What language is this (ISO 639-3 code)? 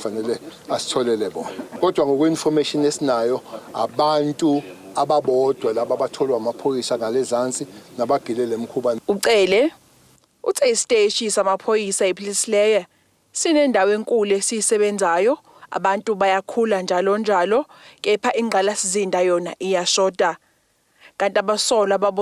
zul